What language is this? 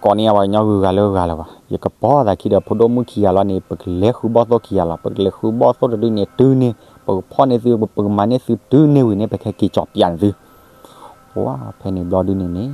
S'gaw Karen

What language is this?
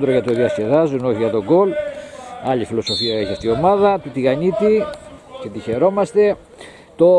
Greek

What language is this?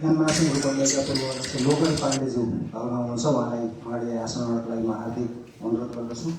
Nepali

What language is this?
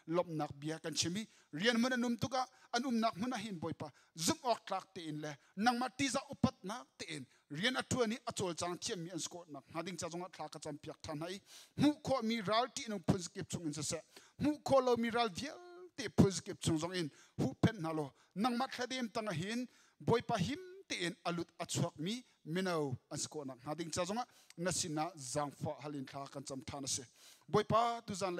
Hakha Chin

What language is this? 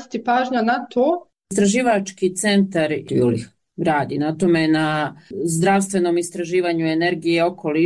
Croatian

